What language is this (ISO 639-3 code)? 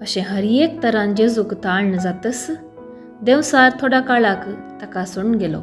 kok